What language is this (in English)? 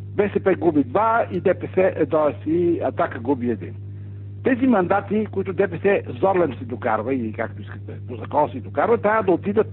Bulgarian